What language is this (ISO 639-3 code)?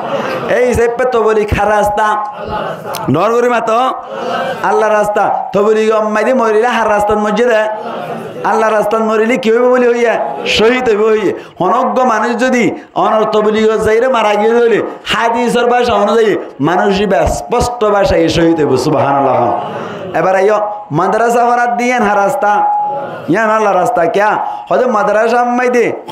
rhg